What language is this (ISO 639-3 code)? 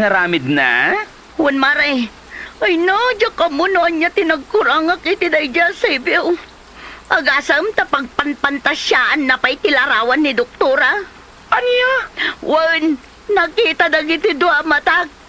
ilo